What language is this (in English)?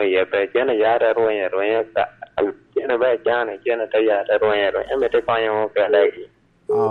Lango (Uganda)